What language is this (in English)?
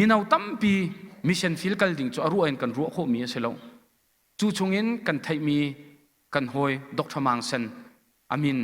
Hakha Chin